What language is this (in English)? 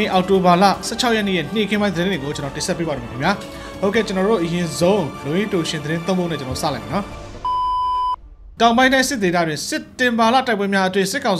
Burmese